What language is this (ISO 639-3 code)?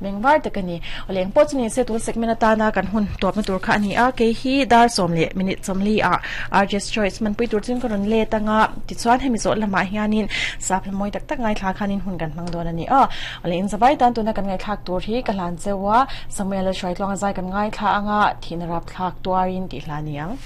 lus